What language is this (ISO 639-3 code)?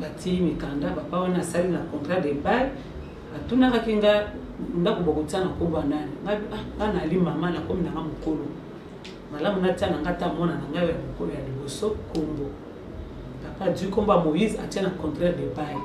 lin